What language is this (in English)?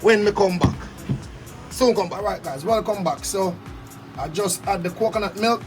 Jamaican Creole English